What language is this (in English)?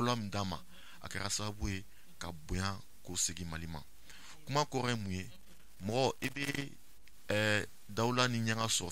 Bambara